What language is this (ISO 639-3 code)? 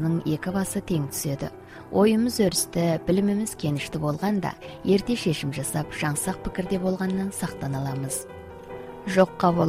kaz